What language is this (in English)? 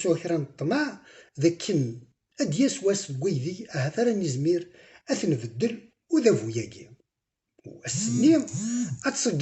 Kabyle